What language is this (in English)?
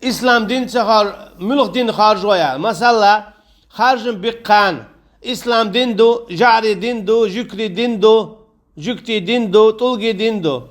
Chechen